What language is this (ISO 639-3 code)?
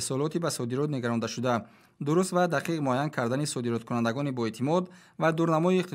tgk